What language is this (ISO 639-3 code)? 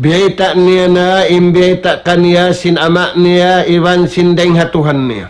tsg